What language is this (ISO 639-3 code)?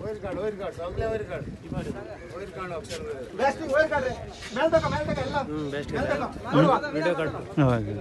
kok